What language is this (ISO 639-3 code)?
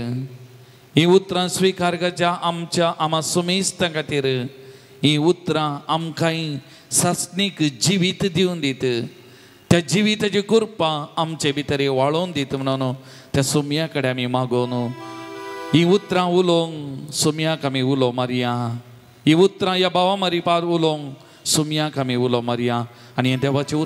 kok